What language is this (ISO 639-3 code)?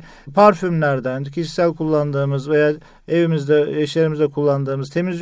tur